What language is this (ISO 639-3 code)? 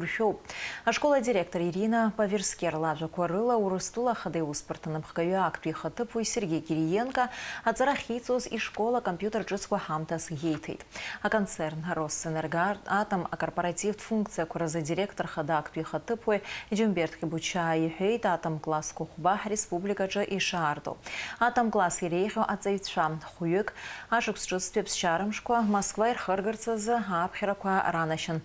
abk